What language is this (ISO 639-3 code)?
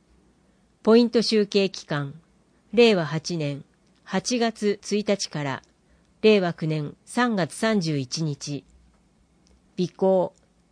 jpn